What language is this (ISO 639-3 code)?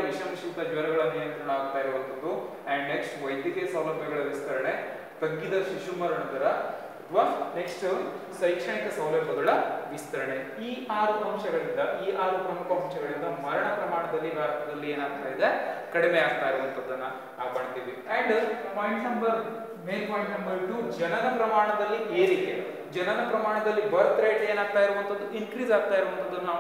kan